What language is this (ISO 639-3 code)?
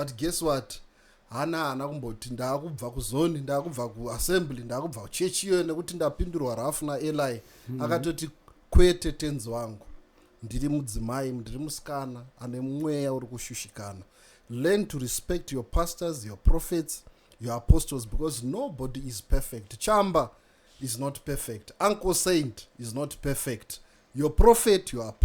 sna